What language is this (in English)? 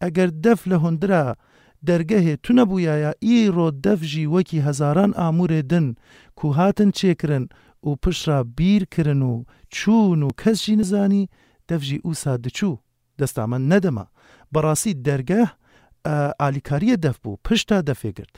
Kurdish